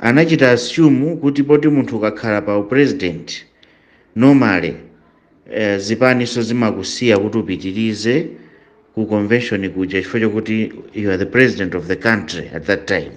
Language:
Nyanja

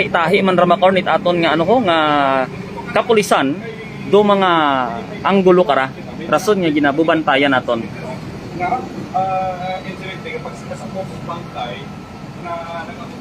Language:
Hiligaynon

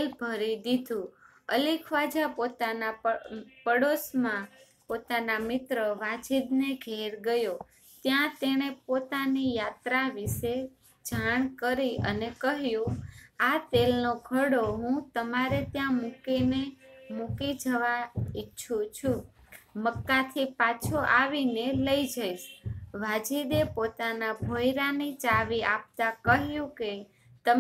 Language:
Gujarati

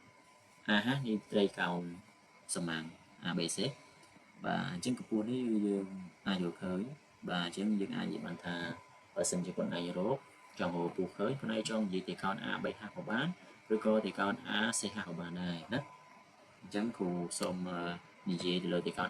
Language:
Khmer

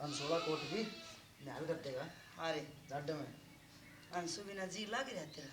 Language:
Haryanvi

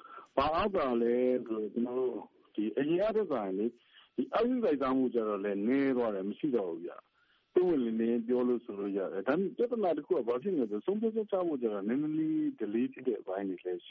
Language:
Burmese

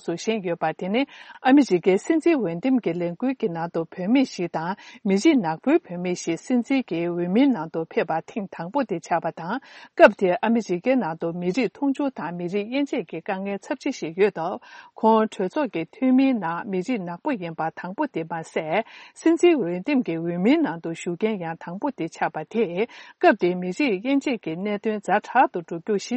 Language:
Tibetan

